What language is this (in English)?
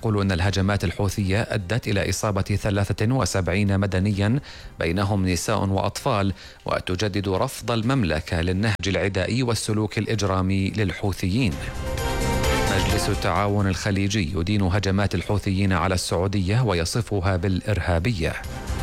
Arabic